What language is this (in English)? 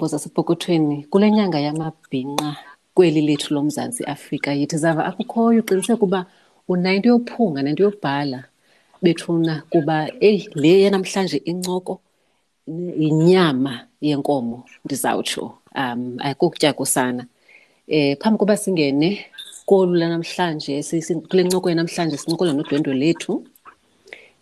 Xhosa